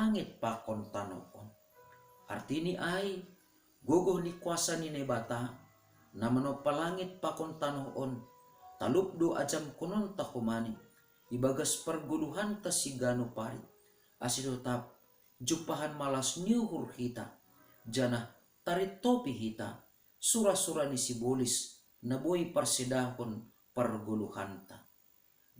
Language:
Batak Simalungun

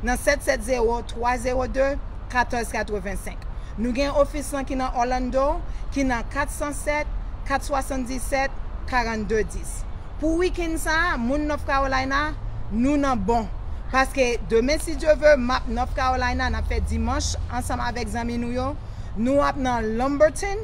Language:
Haitian Creole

